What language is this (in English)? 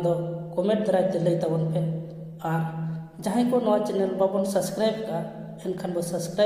Santali